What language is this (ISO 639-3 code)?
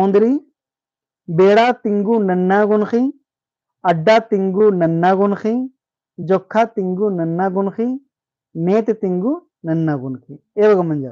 kru